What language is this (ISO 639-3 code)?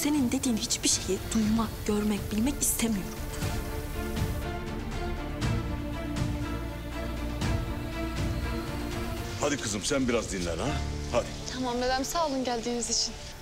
tur